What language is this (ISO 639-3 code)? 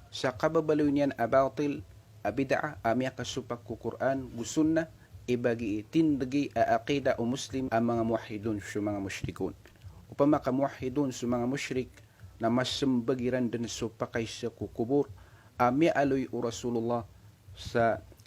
mrw